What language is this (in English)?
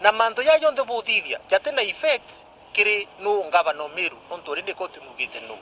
Meru